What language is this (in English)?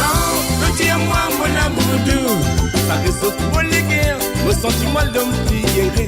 Morisyen